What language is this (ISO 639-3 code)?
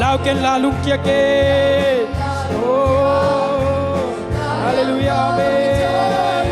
ctd